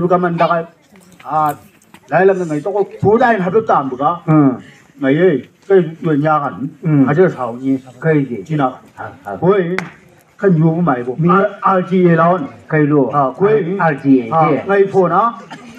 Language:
Chang Naga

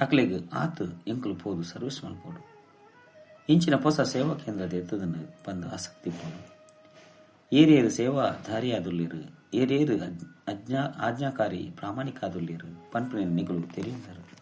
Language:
Tulu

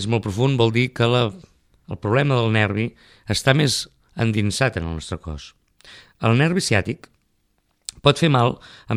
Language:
Catalan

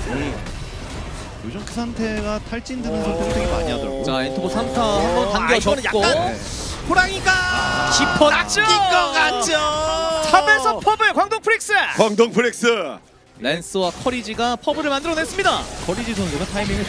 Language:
Korean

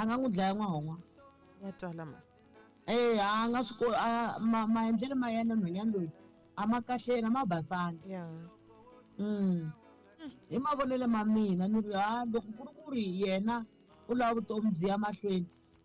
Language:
Tsonga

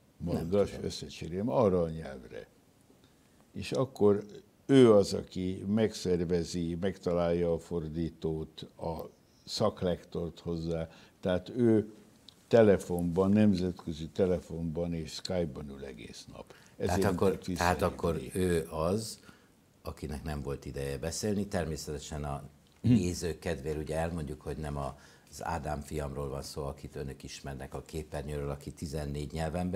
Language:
Hungarian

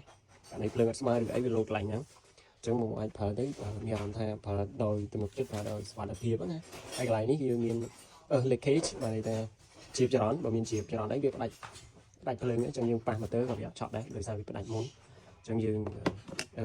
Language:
Khmer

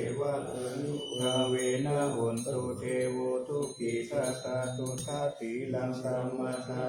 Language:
Pali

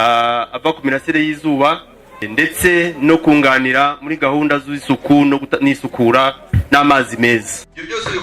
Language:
Kinyarwanda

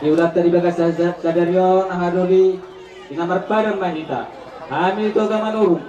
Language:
Batak Toba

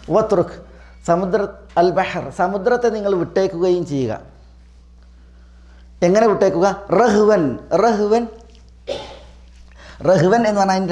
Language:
Malayalam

